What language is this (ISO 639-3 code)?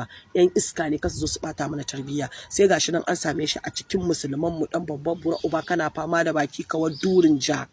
hau